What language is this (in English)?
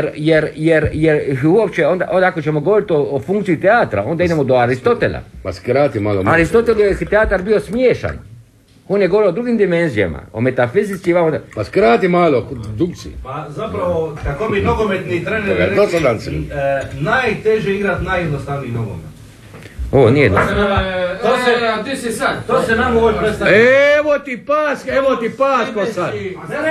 Croatian